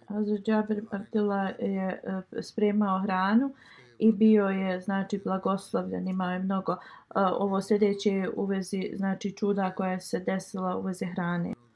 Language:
Bosnian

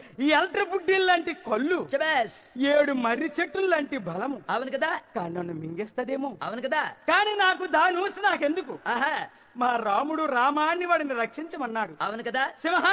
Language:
Telugu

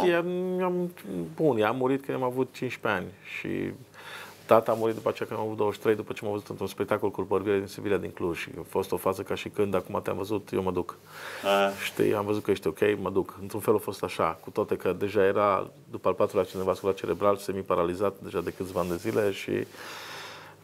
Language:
Romanian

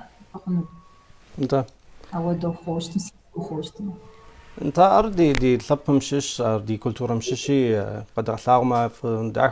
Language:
Kabardian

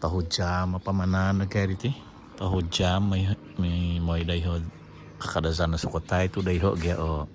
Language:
Central Dusun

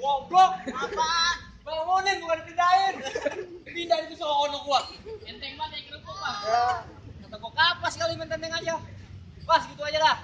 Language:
Betawi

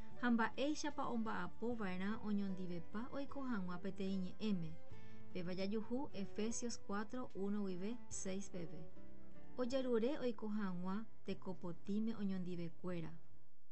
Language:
Guarani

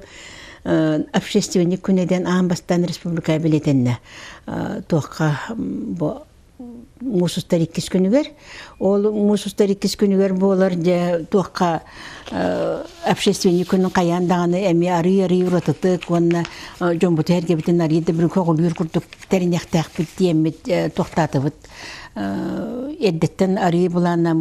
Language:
Yakut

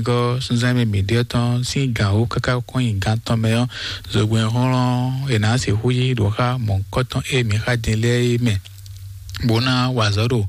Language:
Fon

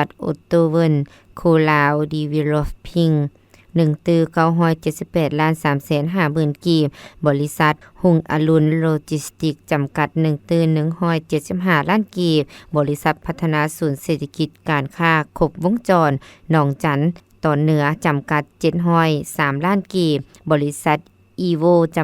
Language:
Lao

